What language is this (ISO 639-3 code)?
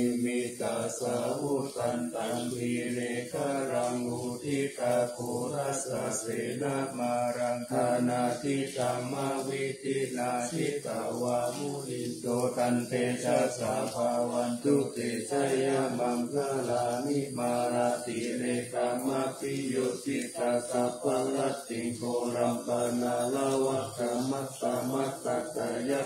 pli